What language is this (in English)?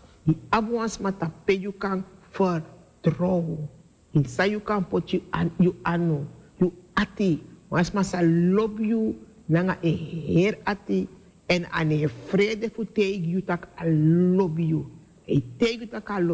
Sranan Tongo